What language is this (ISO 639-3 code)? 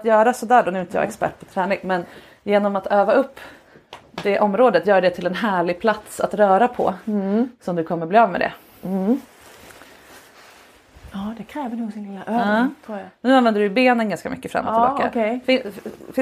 swe